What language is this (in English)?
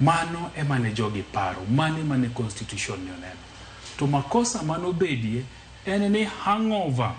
Luo (Kenya and Tanzania)